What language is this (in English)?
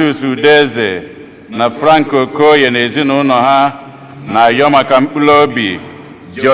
Igbo